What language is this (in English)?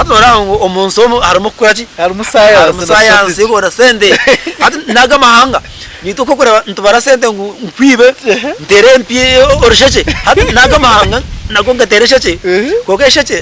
Nyankole